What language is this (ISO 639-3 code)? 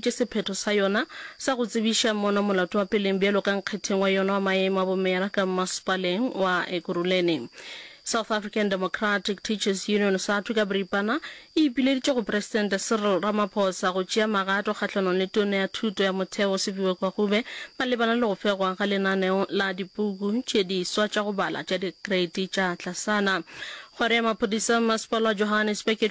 nso